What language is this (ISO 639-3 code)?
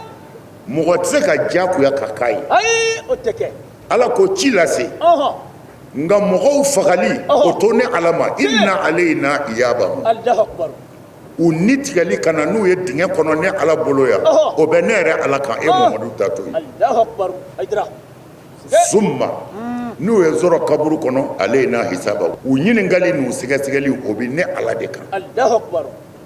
bam